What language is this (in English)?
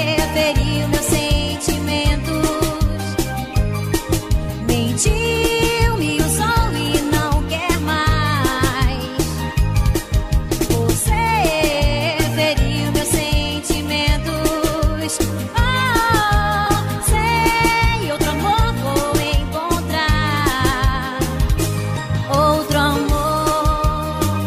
Portuguese